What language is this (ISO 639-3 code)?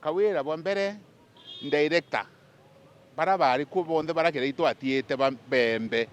mer